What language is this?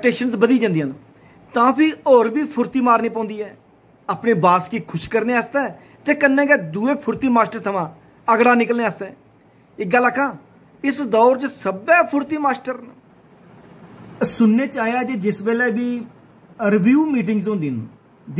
Dogri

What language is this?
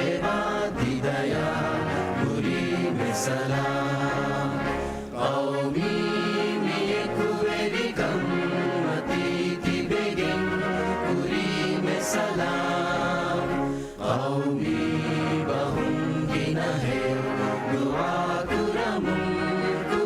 Divehi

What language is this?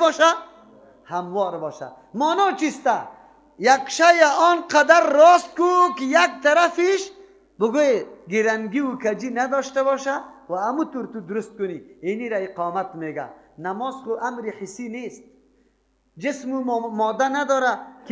Persian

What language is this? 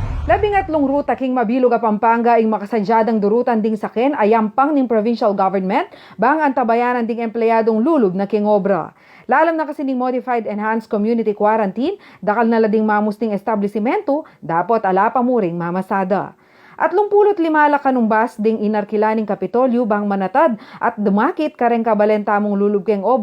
Pampanga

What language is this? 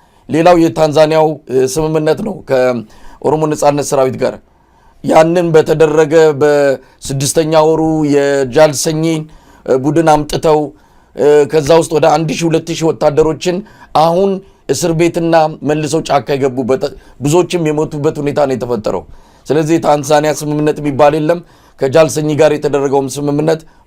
Amharic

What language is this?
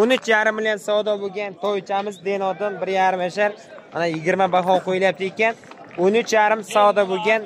Uzbek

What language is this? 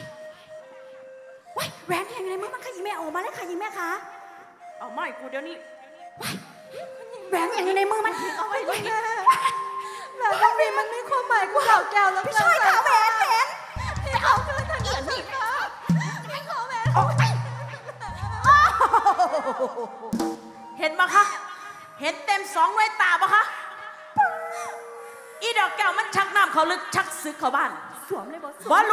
Thai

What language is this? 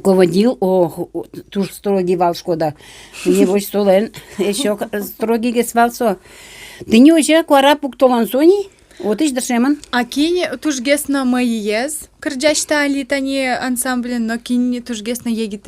Udmurt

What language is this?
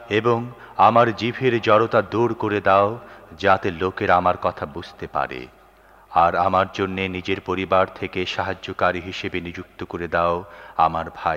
Bangla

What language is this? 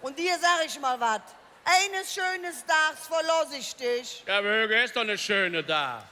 Colognian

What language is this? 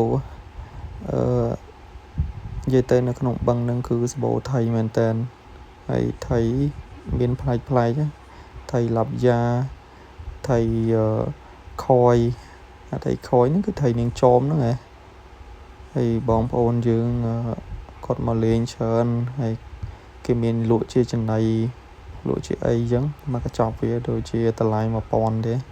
Khmer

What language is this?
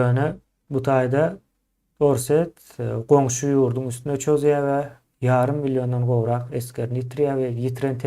Turkmen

